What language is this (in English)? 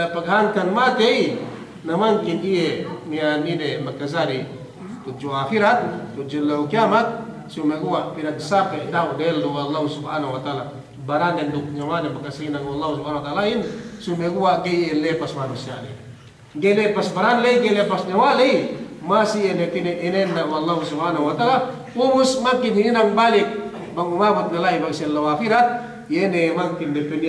Yakan